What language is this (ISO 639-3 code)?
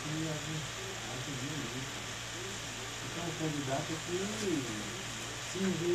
por